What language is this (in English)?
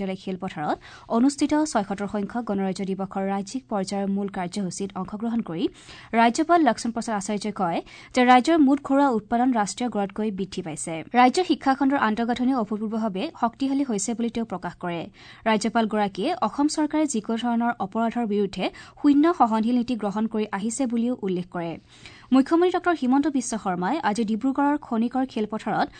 Assamese